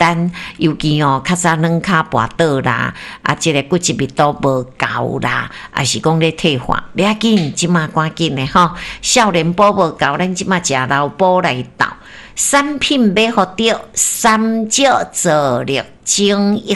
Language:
Min Nan Chinese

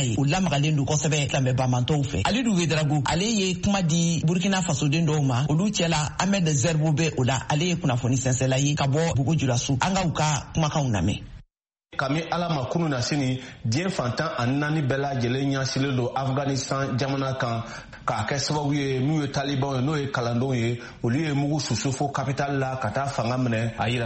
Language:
Bambara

